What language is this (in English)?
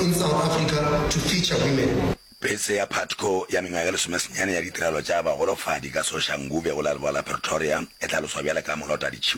Northern Sotho